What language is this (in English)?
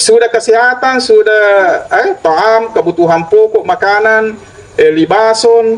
Buginese